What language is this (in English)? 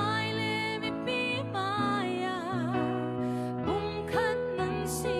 Falam Chin